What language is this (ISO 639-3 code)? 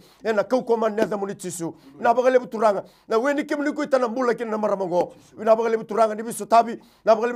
fij